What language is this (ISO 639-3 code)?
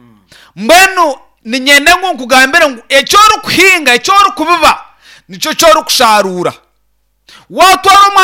nyn